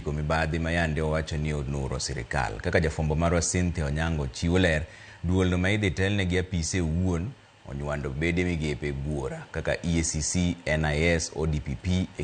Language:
Luo (Kenya and Tanzania)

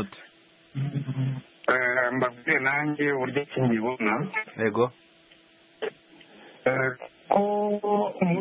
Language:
Kinyarwanda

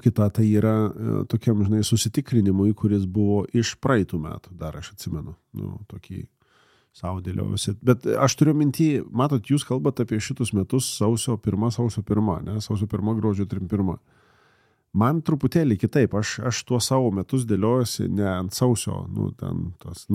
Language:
Lithuanian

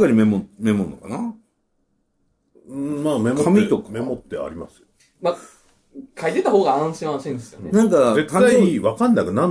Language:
Japanese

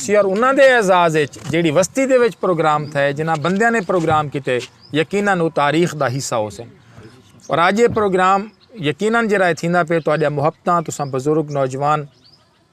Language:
Saraiki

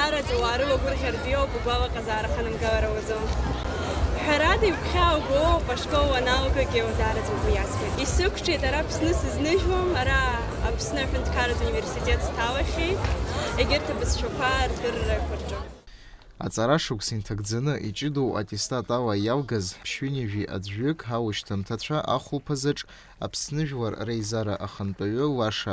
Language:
Abkhazian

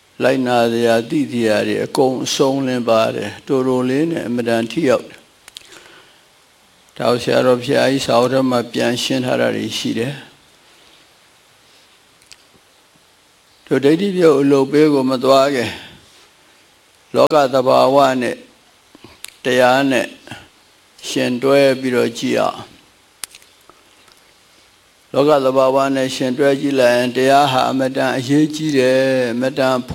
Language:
Burmese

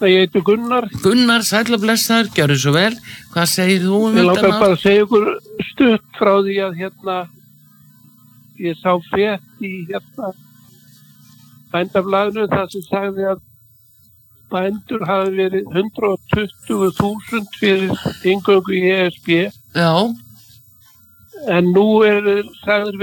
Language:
Icelandic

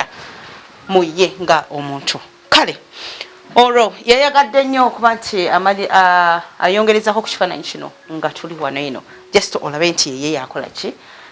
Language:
Ganda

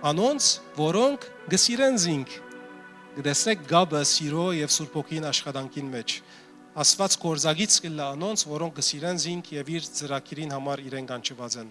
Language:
Western Armenian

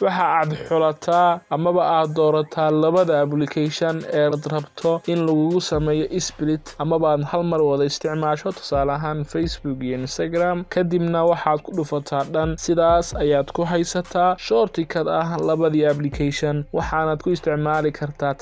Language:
Somali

